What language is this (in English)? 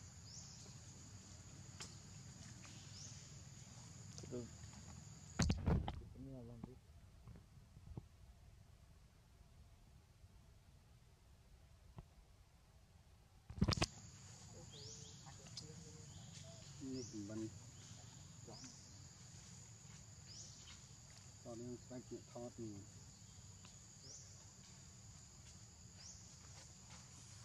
Vietnamese